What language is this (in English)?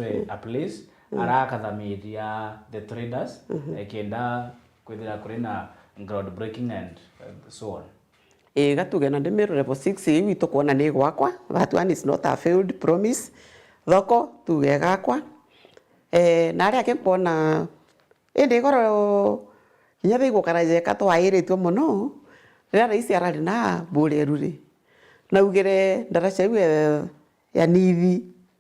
Meru